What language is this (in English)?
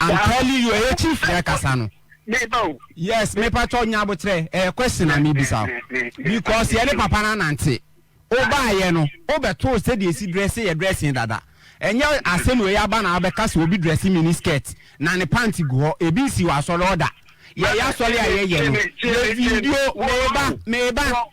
Akan